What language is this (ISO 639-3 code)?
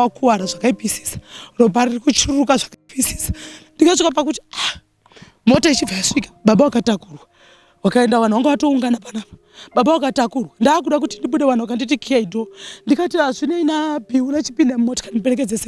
sna